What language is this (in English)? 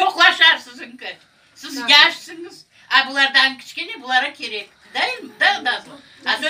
Crimean Tatar